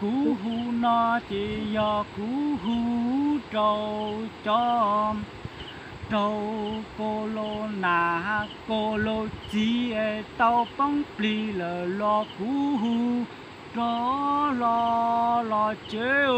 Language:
Hmong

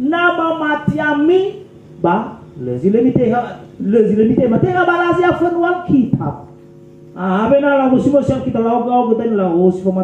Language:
Nias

